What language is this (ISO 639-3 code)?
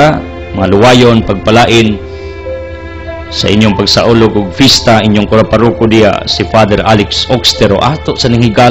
ceb